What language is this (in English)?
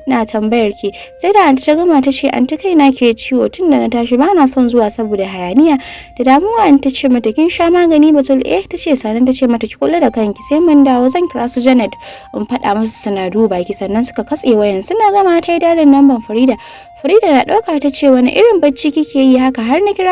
Hausa